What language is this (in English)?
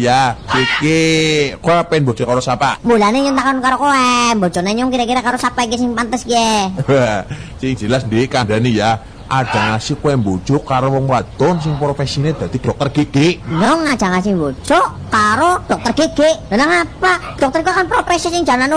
Javanese